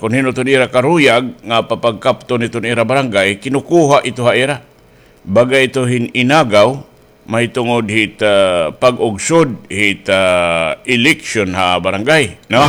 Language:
Waray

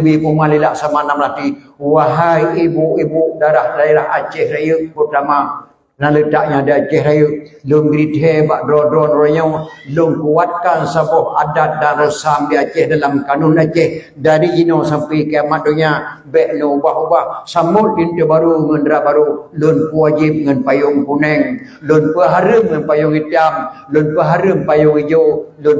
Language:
Achinese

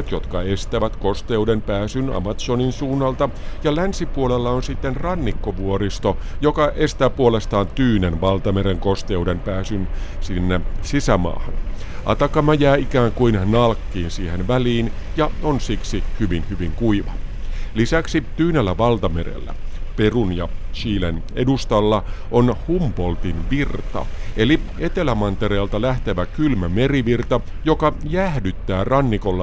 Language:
Finnish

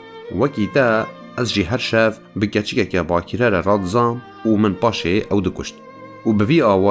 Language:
Kurdish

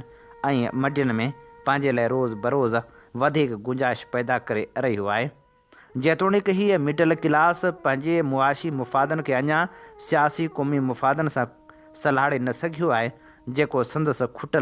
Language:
Sindhi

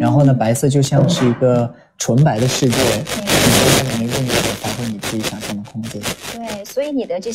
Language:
Chinese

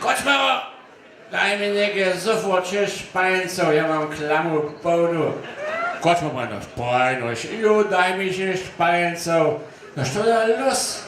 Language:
Upper Sorbian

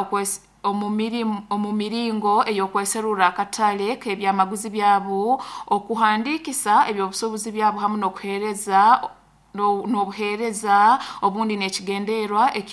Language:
Nyoro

